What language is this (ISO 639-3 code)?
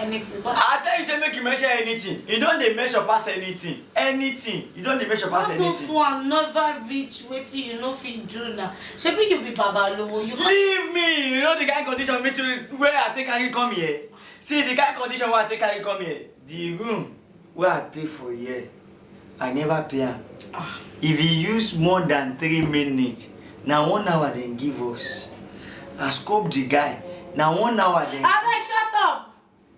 pcm